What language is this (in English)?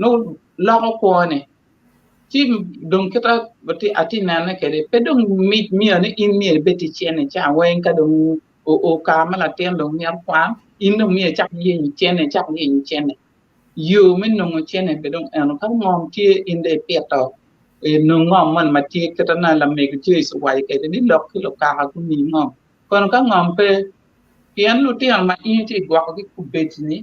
Acoli